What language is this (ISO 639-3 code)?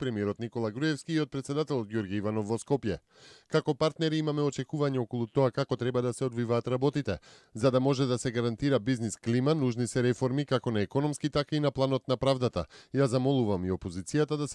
mkd